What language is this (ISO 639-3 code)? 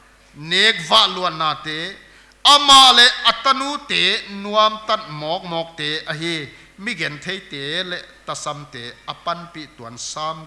pck